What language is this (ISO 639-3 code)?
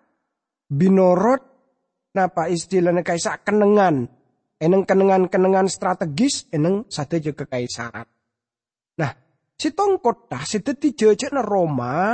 mad